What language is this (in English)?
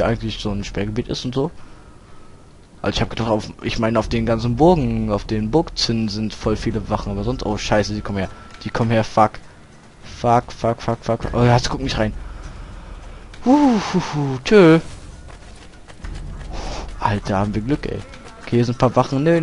German